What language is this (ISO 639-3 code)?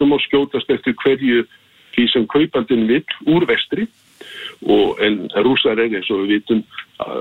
isl